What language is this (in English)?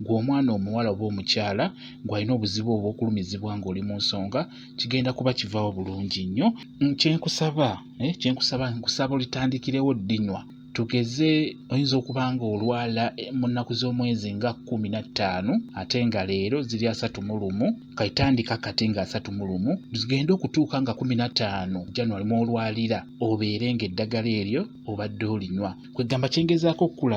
Ganda